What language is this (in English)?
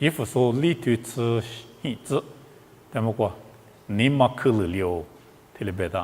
Lisu